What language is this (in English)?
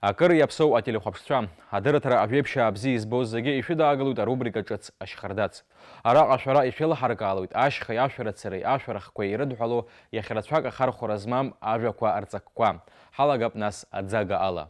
Abkhazian